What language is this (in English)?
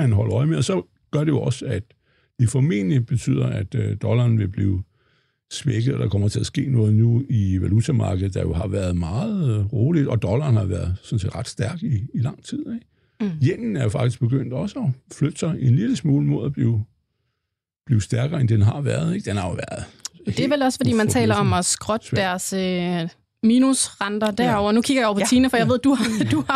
Danish